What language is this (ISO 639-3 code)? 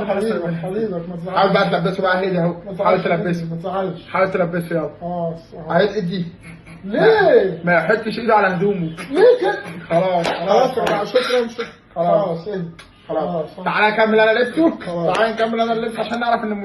arz